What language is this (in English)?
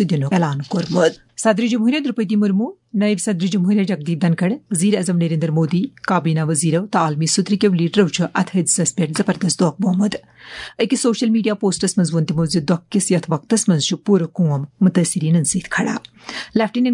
Kashmiri